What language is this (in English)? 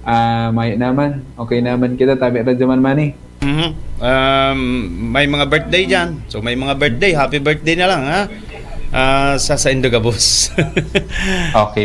Bikol